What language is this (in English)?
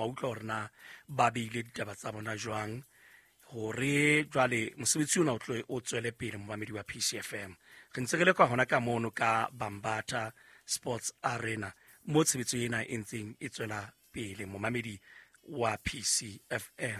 Southern Sotho